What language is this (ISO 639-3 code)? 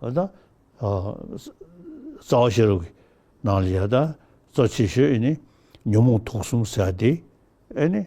bod